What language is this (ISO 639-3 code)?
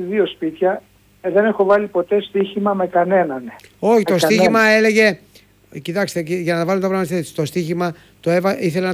ell